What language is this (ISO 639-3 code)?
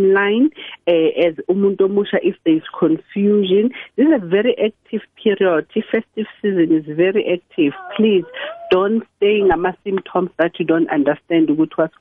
nbl